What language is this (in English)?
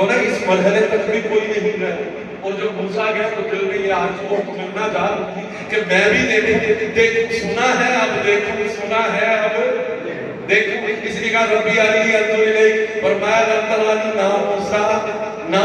Urdu